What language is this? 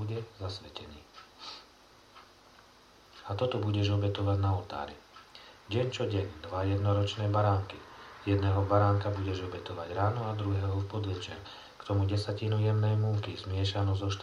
Slovak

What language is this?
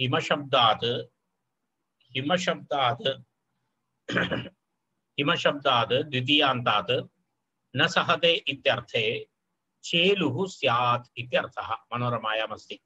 Sanskrit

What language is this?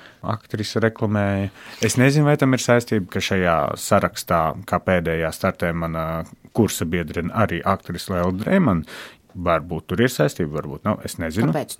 Latvian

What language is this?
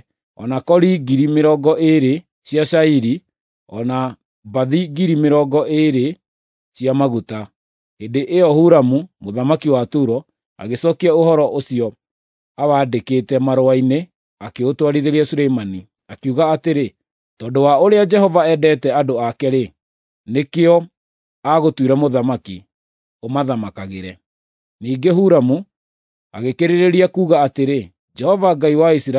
Kikuyu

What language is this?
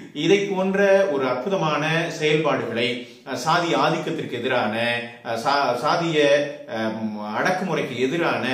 Tamil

